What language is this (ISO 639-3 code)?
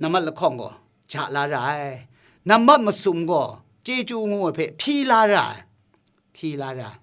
kac